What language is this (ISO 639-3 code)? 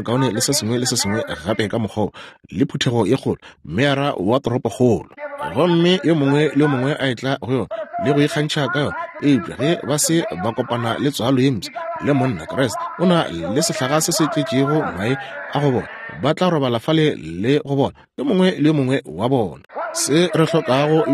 nso